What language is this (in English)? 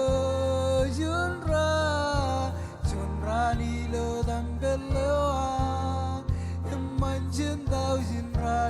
Marshallese